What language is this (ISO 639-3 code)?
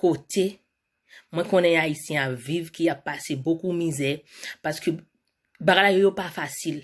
hat